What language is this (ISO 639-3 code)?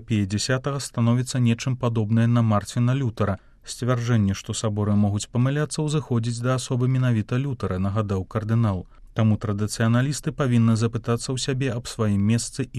bel